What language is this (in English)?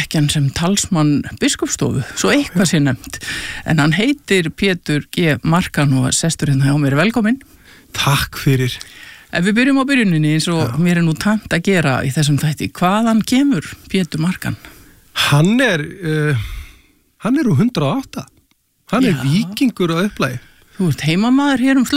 Icelandic